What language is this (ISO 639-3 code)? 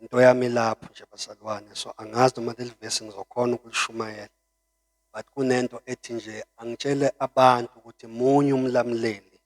zul